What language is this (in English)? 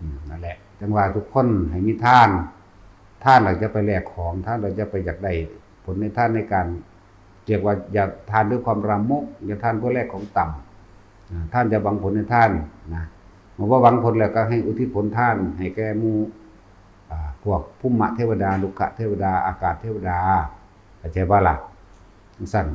Northeastern Thai